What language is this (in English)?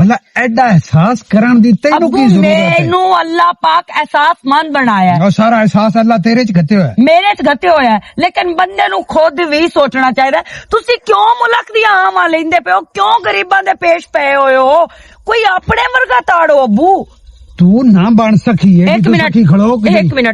Western Panjabi